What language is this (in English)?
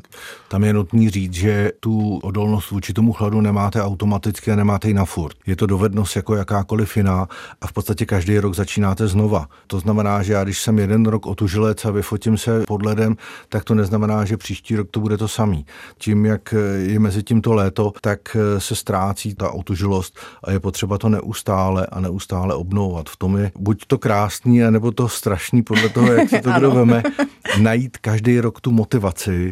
Czech